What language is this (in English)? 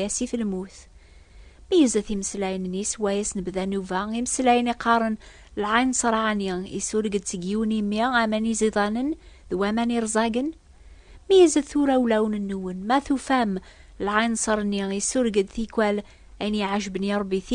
Kabyle